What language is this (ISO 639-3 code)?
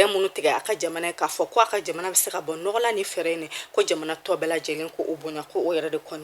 bam